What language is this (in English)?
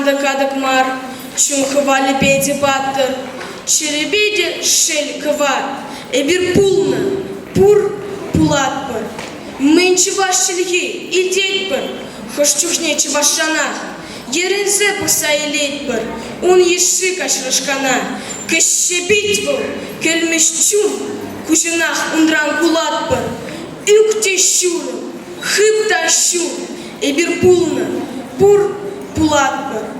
Chuvash